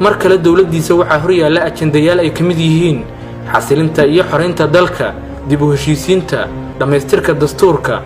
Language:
Somali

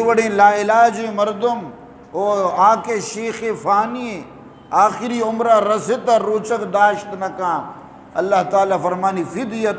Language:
Eastern Balochi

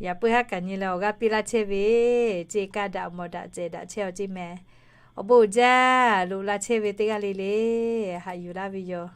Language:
Lahu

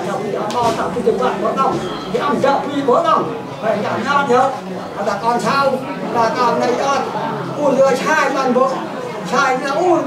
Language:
Central Mnong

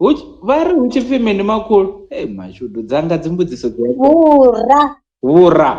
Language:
Venda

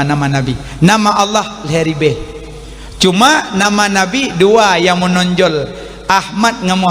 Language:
Achinese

